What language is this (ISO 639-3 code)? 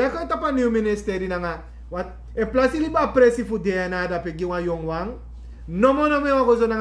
srn